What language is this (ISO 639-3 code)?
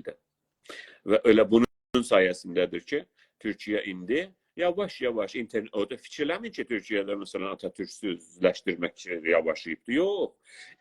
azb